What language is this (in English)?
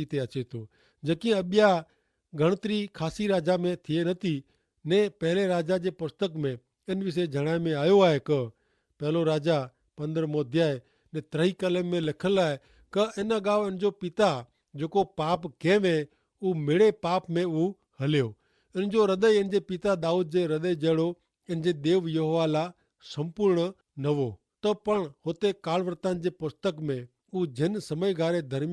Kachhi